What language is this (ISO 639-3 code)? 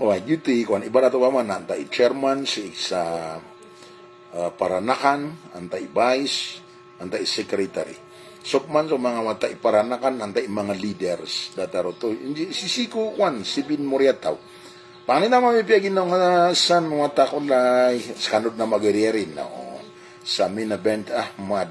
mrw